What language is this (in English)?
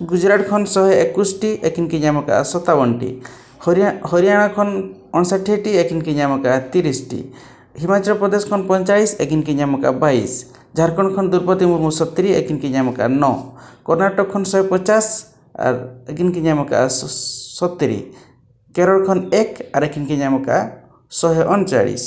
Santali